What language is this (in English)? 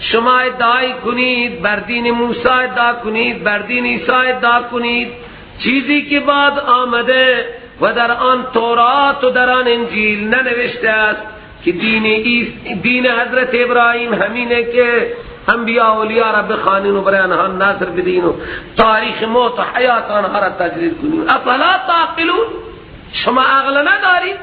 Persian